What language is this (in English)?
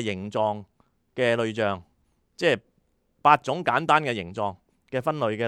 Cantonese